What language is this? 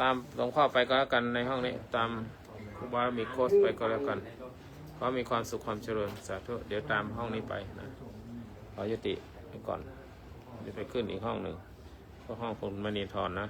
Pali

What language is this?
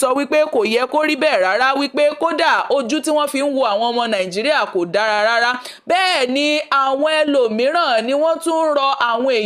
Yoruba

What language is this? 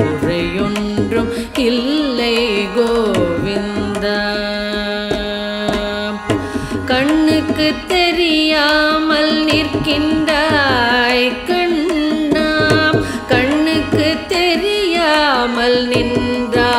Tamil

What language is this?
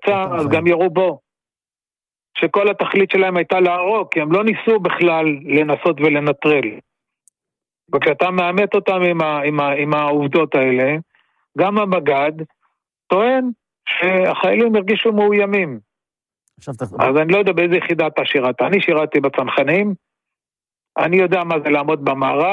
Hebrew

